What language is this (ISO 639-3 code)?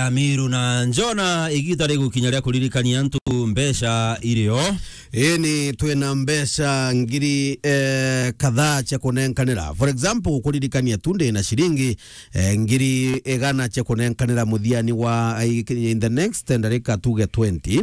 mer